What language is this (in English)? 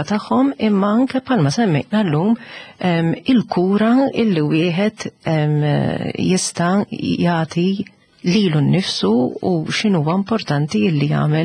Maltese